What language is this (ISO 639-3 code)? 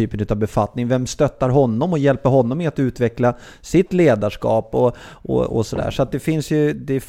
swe